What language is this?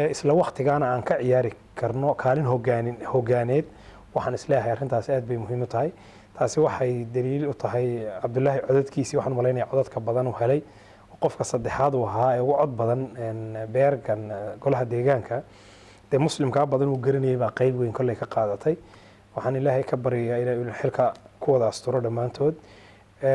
Somali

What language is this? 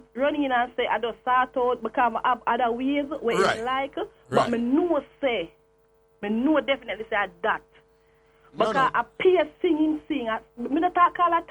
Jamaican Creole English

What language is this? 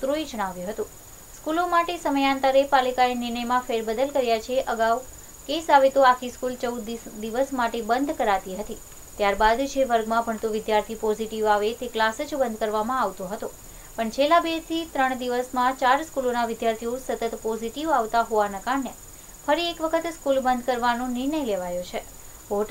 Gujarati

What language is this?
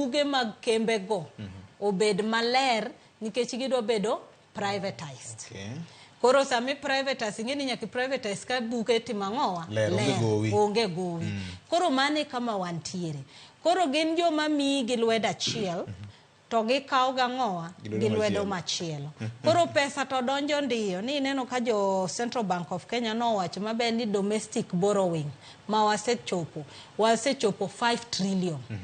Luo (Kenya and Tanzania)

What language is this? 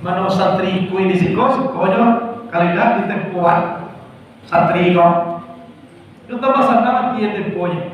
Minangkabau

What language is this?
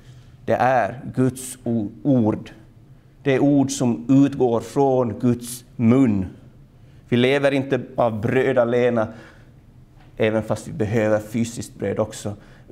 Swedish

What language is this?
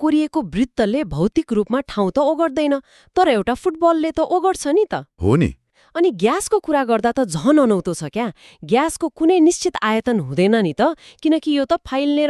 Nepali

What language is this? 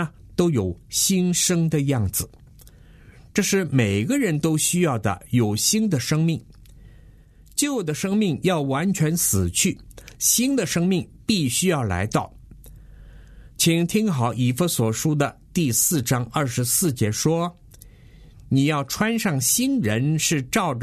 Chinese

